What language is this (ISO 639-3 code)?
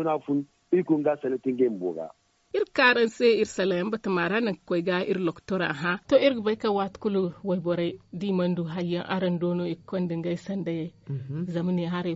dje